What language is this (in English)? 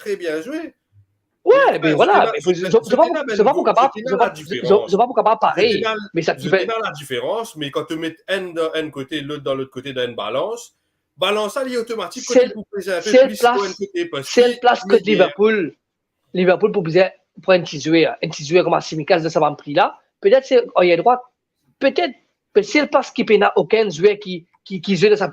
Morisyen